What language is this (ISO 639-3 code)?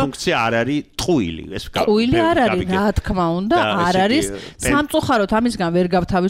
kat